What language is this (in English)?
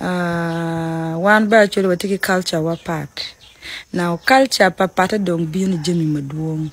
Acoli